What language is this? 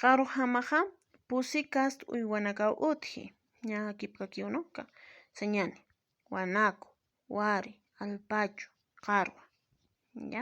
Aymara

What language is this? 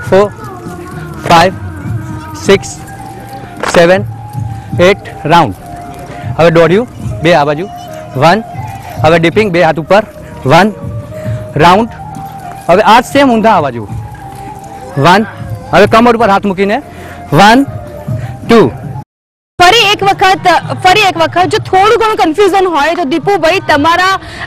Gujarati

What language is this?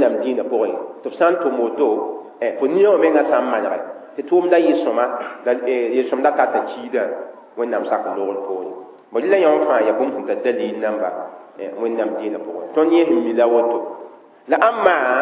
Mossi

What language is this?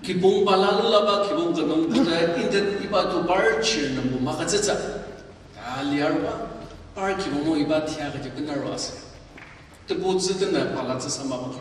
Ao Naga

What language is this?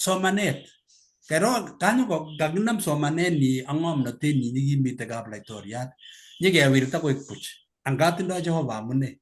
Kalenjin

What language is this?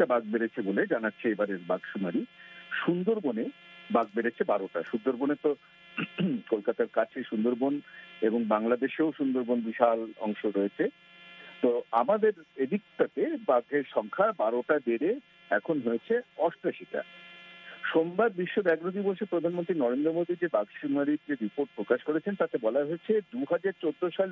Bangla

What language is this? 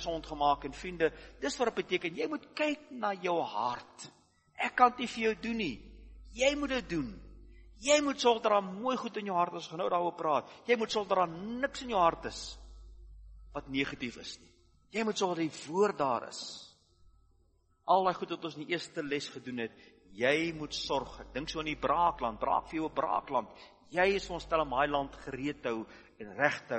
Afrikaans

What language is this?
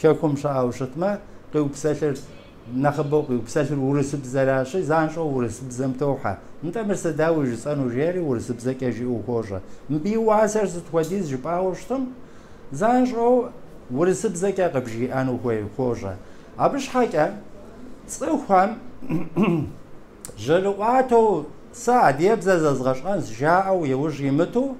Kabardian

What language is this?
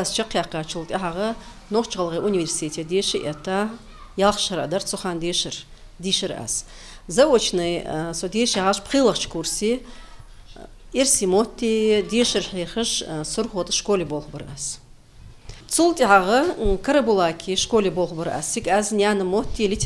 Ingush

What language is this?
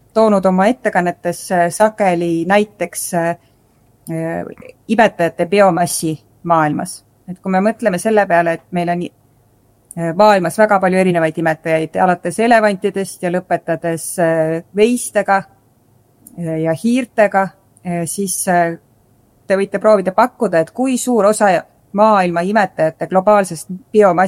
Estonian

